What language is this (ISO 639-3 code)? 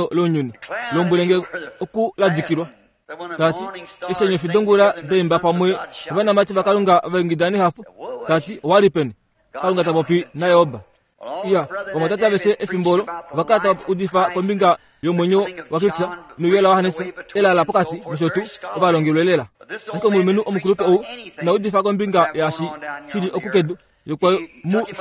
kua